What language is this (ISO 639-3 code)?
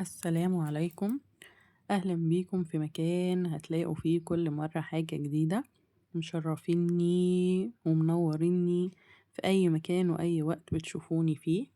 arz